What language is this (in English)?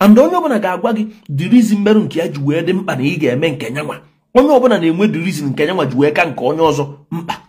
Igbo